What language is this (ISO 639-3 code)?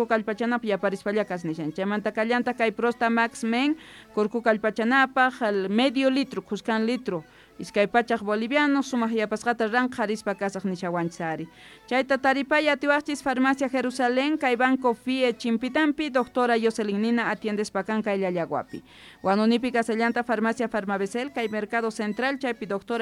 quh